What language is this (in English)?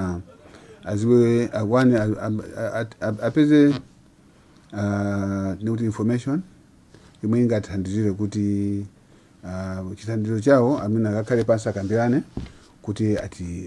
Nyanja